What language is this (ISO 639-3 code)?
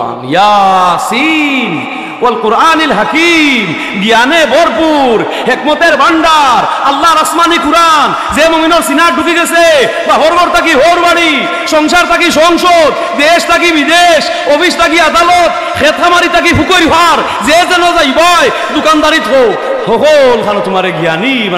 syl